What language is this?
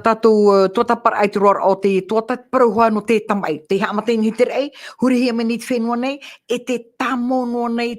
Tahitian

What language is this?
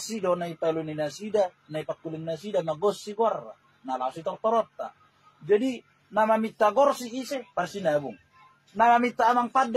Batak Toba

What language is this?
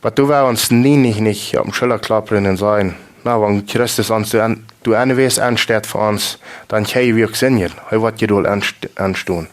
Plautdietsch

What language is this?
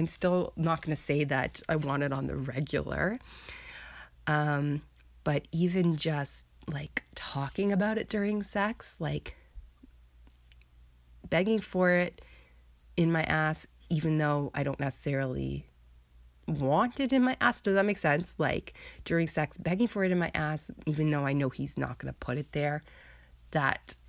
English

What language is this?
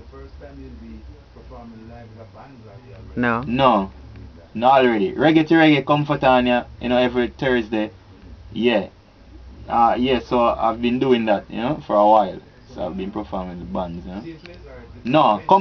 Jamaican Creole English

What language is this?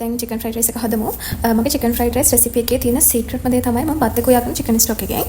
Sinhala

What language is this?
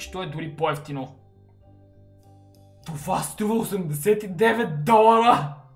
Bulgarian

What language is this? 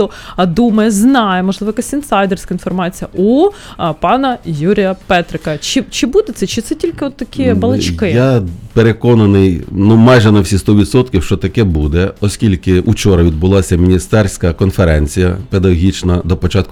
Ukrainian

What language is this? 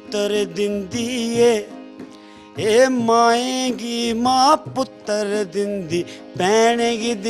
Dogri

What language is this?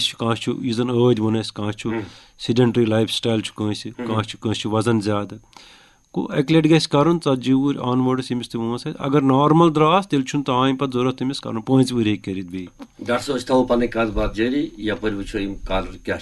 Kashmiri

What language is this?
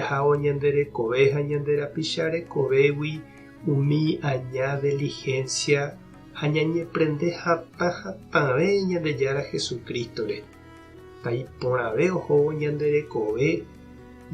Guarani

